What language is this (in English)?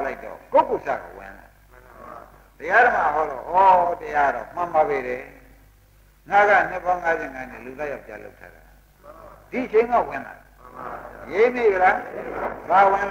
Burmese